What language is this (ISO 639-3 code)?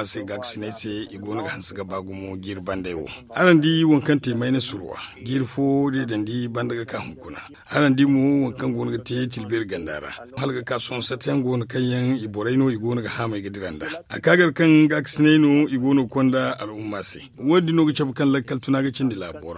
dje